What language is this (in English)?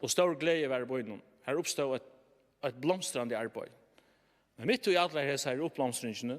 Faroese